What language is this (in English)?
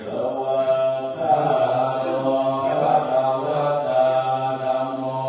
Pali